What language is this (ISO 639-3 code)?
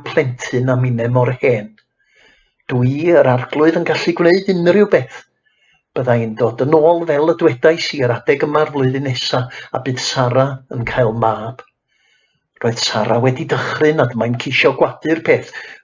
cym